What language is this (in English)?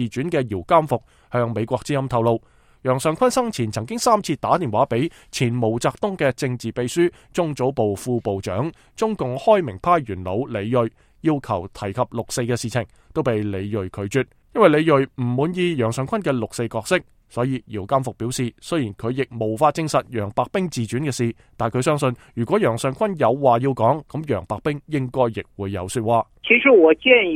Cantonese